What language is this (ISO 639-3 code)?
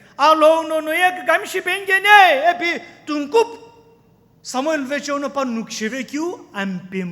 nsm